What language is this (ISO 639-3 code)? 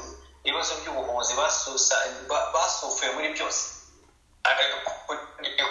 kin